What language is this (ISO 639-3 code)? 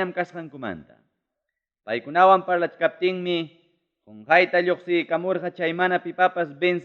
quy